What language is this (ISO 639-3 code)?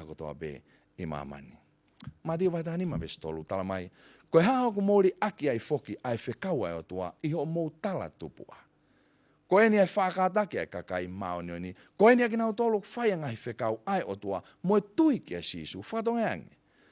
ton